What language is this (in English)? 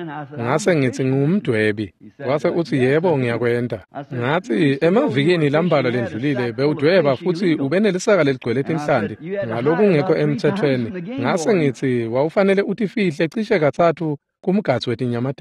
Swati